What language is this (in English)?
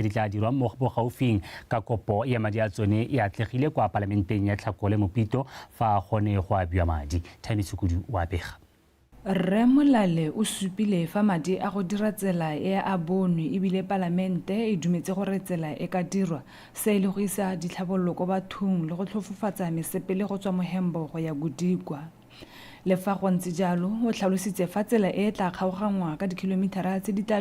Tswana